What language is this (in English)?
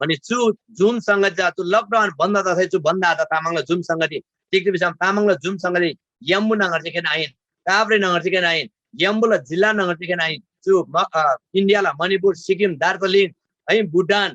Eastern Tamang